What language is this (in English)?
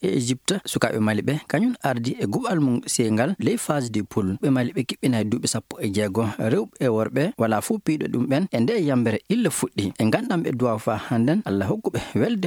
Fula